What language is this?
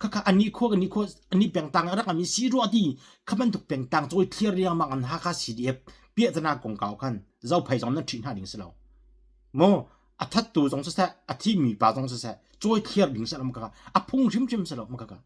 Hakha Chin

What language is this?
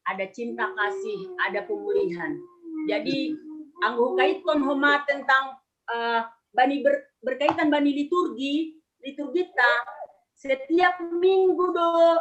Batak Simalungun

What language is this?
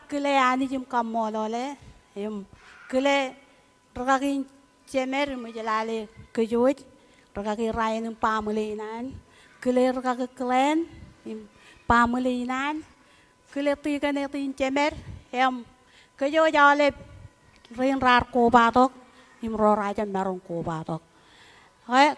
Marshallese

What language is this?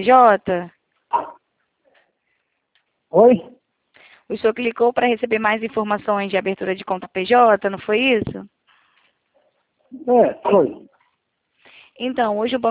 Portuguese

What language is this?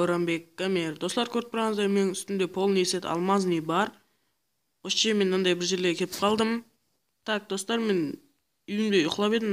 Kara-Kalpak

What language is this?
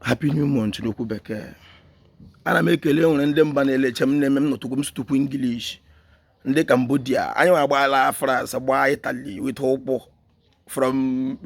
Igbo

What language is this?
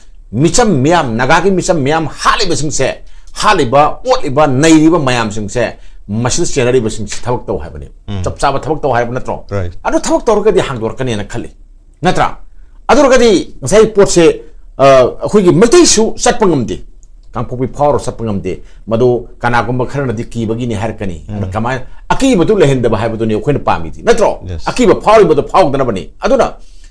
Manipuri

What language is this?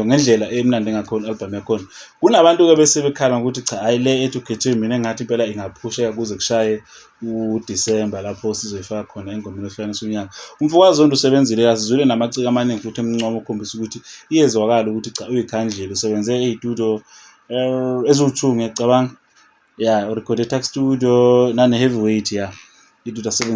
Zulu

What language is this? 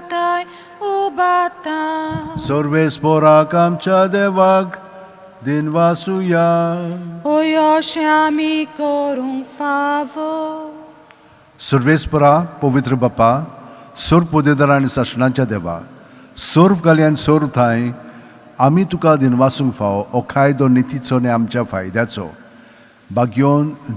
Konkani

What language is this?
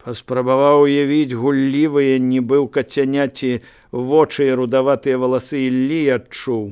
Belarusian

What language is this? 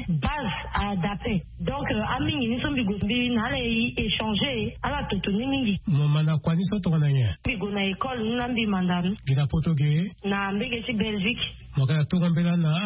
Sango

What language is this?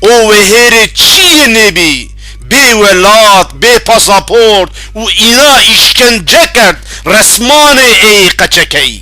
Zaza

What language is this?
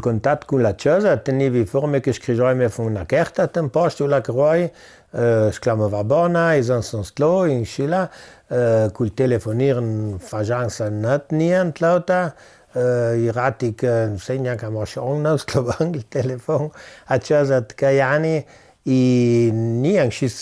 Ladin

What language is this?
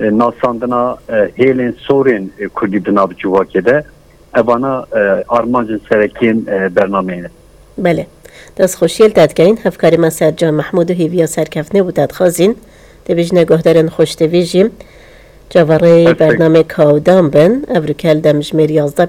Kurdish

